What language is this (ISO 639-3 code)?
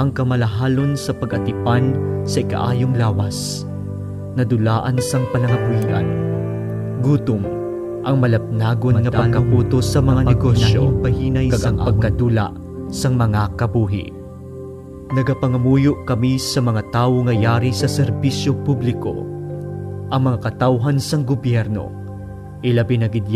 hil